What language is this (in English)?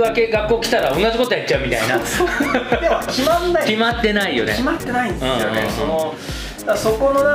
Japanese